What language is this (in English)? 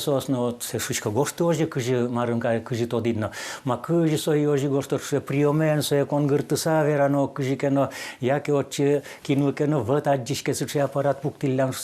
Udmurt